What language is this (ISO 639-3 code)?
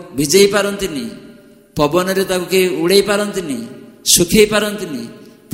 ori